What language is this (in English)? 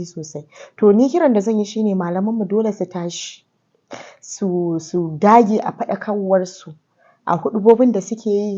Hausa